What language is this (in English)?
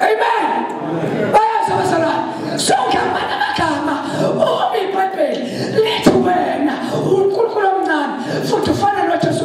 Zulu